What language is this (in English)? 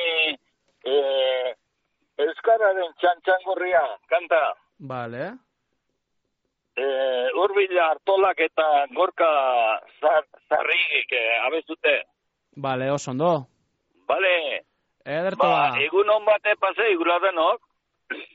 Basque